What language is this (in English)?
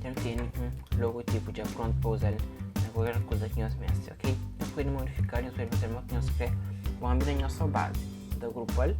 Kabuverdianu